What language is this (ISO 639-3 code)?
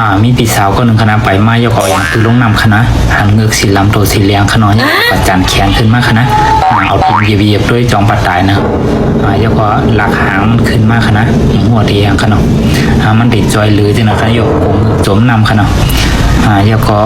shn